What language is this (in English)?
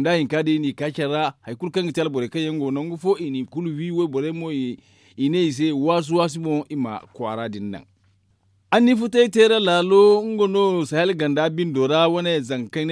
Zarma